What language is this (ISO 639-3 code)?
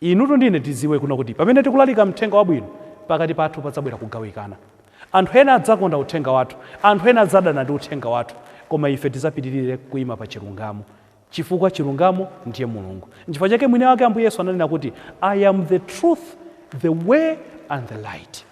nya